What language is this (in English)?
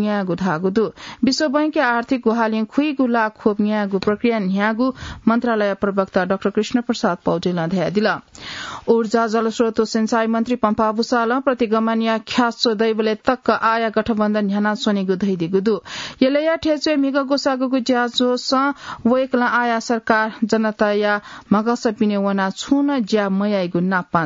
Newari